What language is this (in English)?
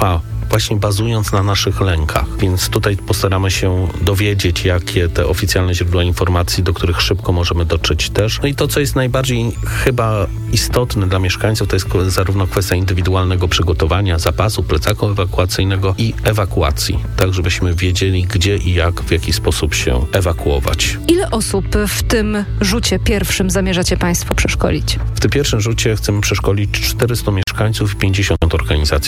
Polish